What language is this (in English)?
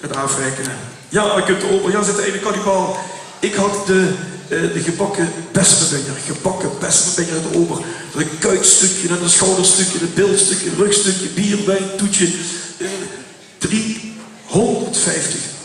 Limburgish